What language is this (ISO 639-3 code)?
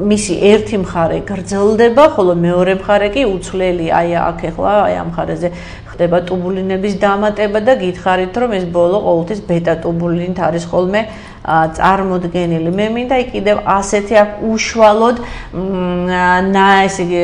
kat